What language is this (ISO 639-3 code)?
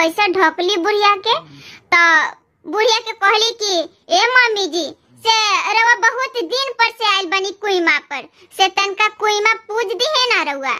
bho